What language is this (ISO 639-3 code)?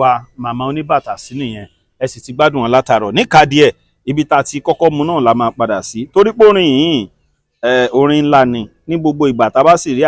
yor